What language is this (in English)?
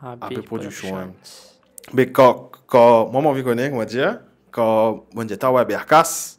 Morisyen